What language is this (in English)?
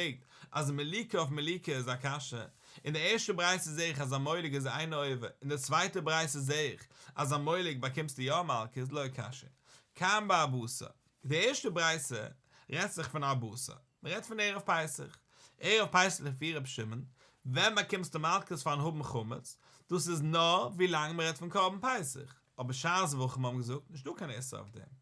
Yiddish